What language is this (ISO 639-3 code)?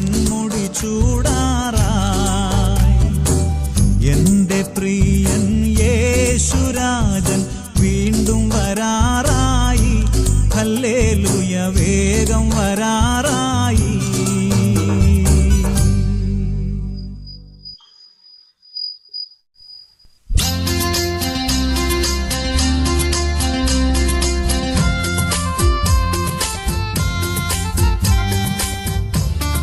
mal